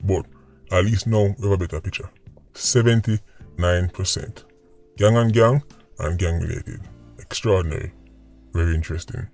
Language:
Jamaican Creole English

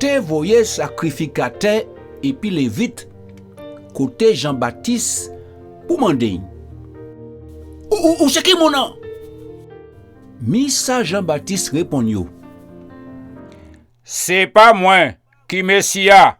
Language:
Guadeloupean Creole French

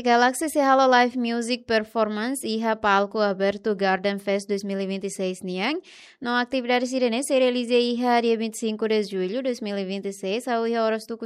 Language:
Tetum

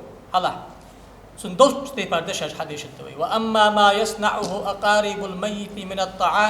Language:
Ingush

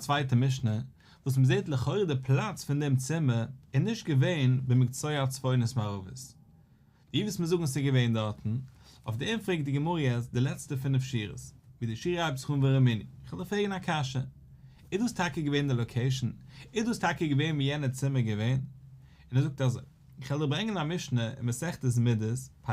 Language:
Yiddish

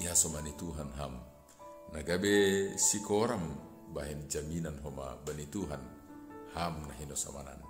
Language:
Batak Simalungun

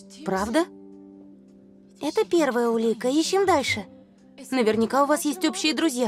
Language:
Russian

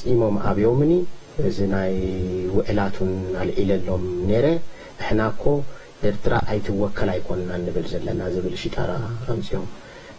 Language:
Tigrinya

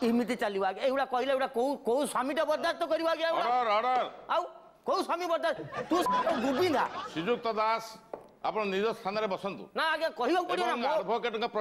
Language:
Odia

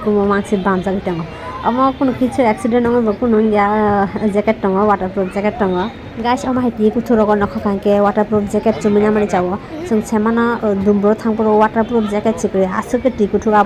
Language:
Kok Borok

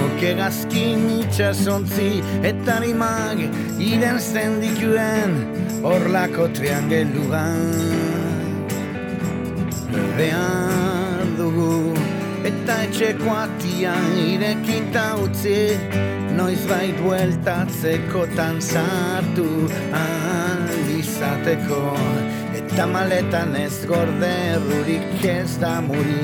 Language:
Basque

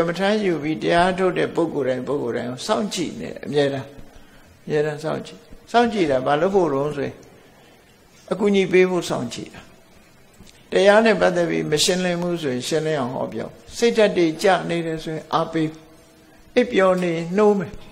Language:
Burmese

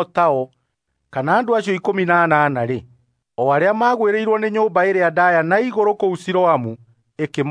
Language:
Kikuyu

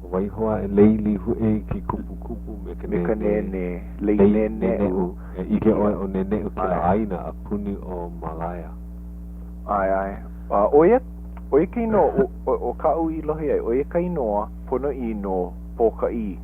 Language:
Hawaiian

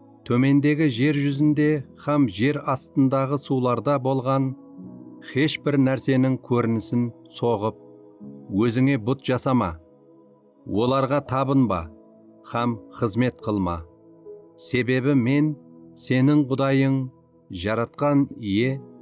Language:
Kara-Kalpak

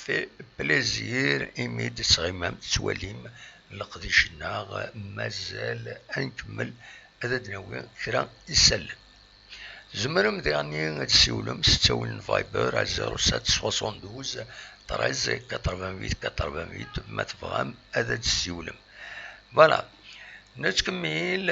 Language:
Kabyle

